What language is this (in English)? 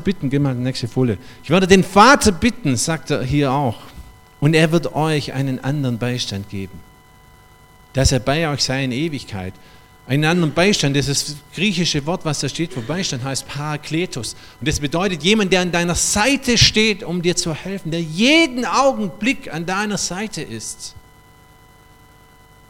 German